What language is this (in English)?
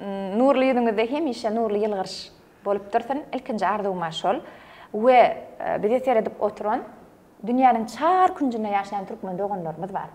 Turkmen